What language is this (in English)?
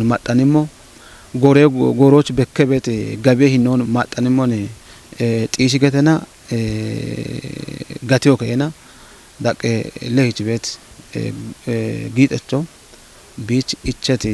Kafa